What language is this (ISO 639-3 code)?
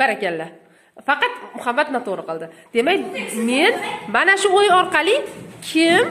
uzb